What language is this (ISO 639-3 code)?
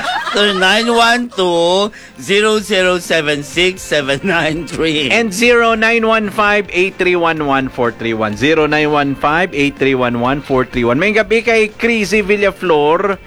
hil